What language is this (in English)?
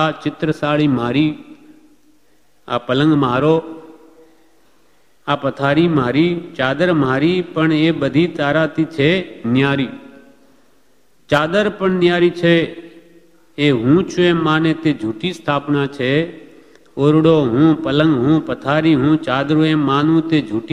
Gujarati